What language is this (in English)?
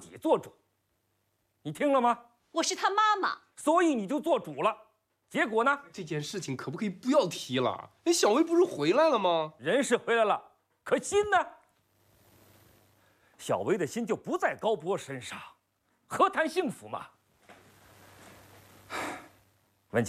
Chinese